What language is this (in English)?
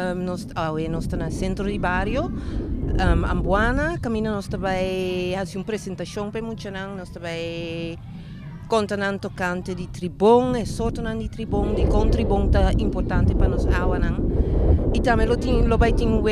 Papiamento